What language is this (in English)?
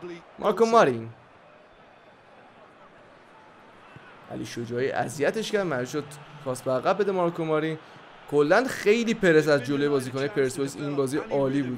Persian